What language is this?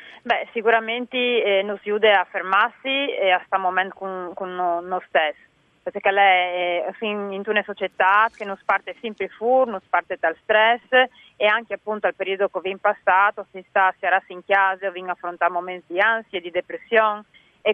Friulian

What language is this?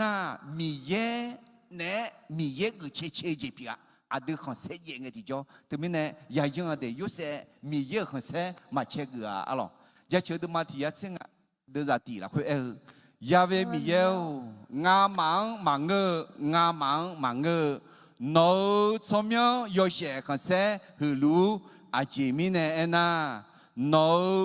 Akha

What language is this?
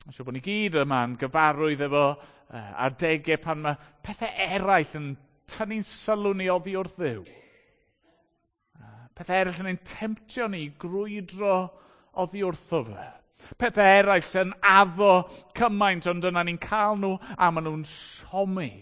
Welsh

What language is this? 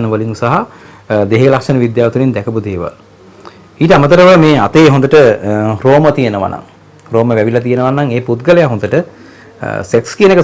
Sinhala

